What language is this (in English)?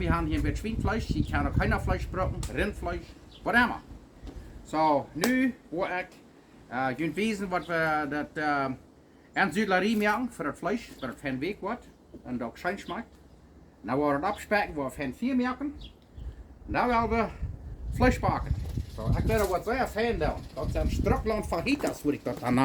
Plautdietsch